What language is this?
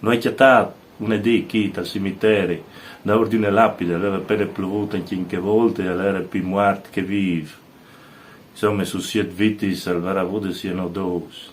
Friulian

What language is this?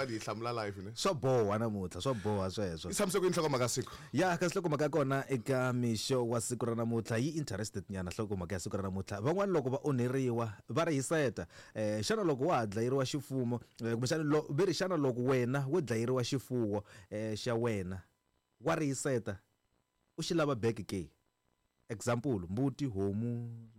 Tsonga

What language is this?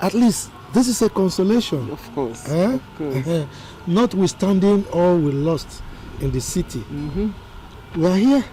Nigerian Pidgin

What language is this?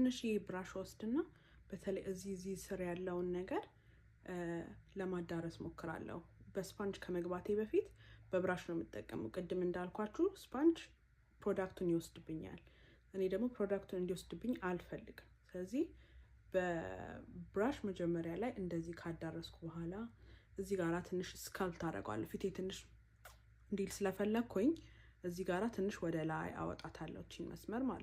Amharic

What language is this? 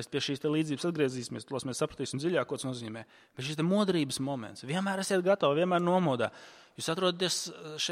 Latvian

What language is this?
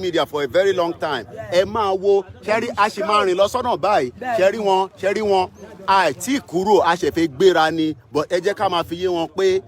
Yoruba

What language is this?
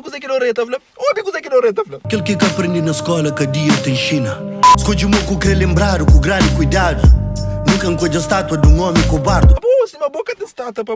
Kabuverdianu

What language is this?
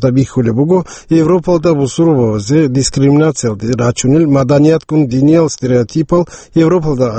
Avaric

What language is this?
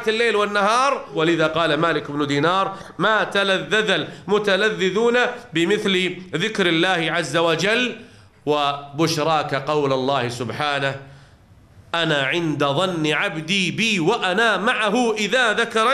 Arabic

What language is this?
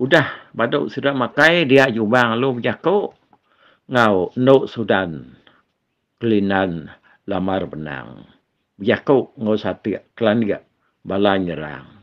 Iban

